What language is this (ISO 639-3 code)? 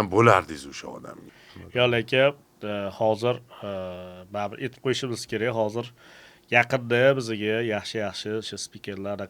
uzb